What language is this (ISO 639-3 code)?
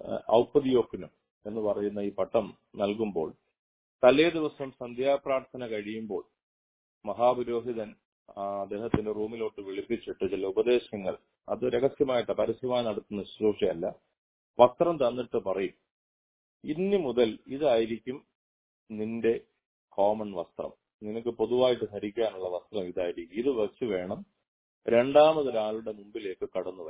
mal